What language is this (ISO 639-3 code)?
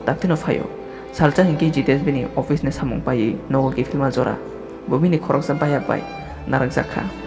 trp